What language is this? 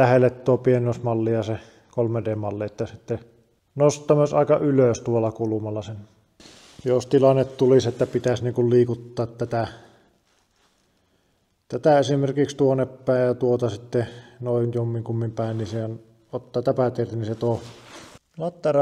Finnish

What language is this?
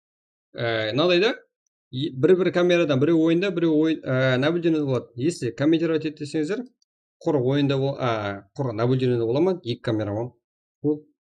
Kara-Kalpak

